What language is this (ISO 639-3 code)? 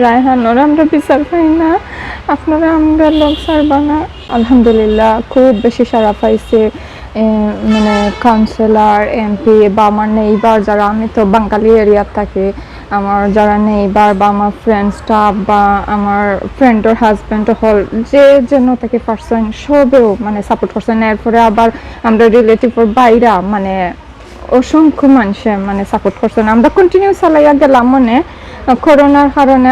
syl